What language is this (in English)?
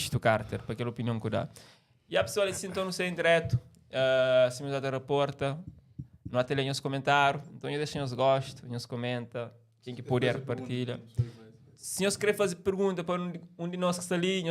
Kabuverdianu